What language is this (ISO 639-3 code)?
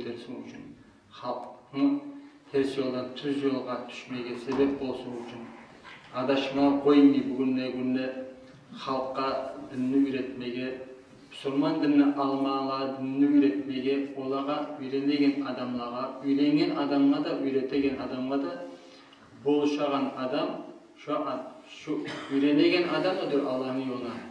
kum